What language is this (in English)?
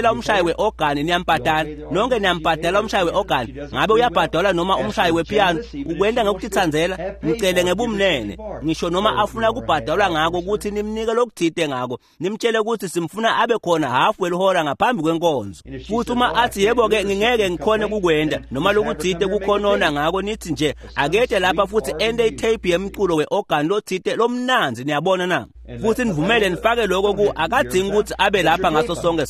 Swati